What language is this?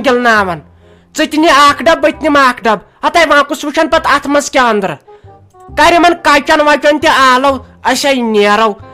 Kashmiri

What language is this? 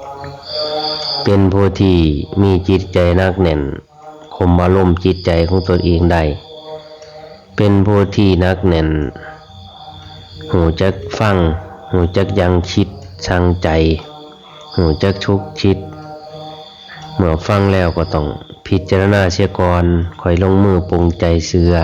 Lao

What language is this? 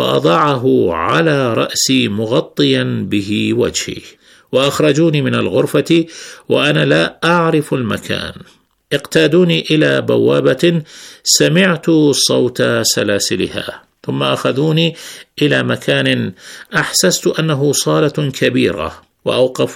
Arabic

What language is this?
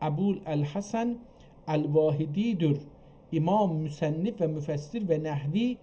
South Azerbaijani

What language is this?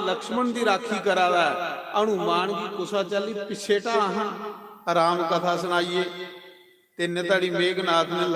Dogri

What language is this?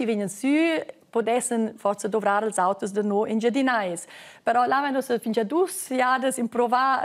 Romansh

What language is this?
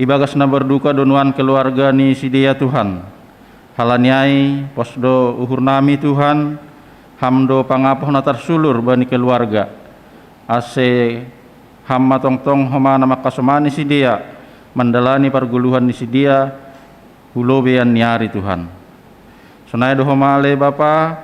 Batak Simalungun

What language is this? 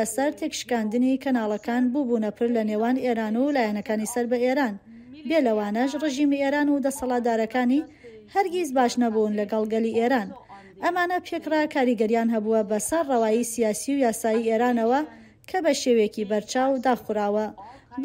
Central Kurdish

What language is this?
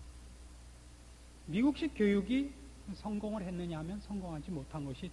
Korean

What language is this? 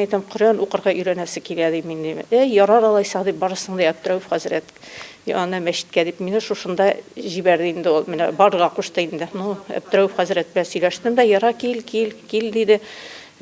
Bashkir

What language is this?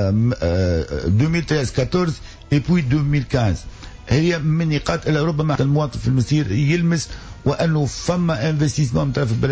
Tunisian Arabic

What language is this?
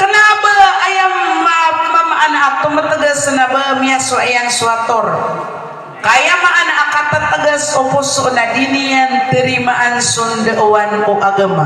Maranao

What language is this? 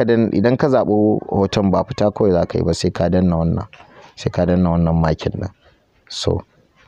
Hausa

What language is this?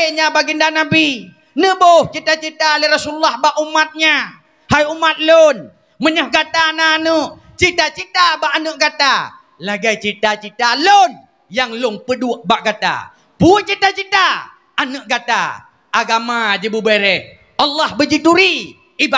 Achinese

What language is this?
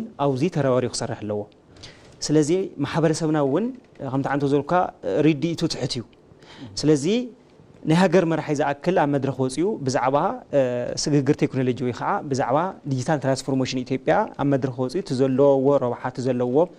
Tigrinya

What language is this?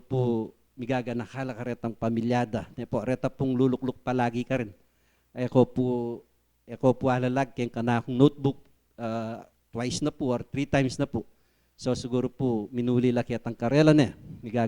Pampanga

